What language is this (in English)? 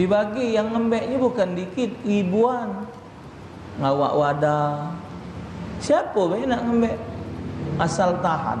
Musi